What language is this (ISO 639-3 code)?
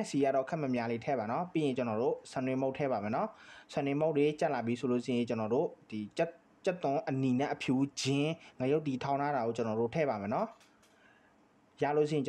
mya